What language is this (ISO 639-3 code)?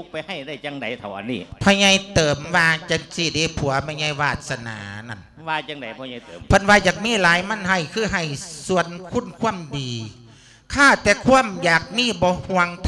lao